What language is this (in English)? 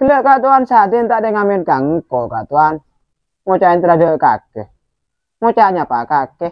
Madurese